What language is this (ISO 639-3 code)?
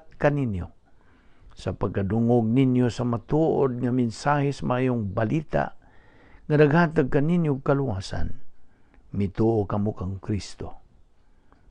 ceb